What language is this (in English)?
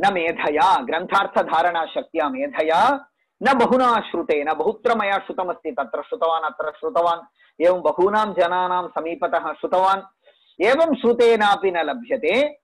Sanskrit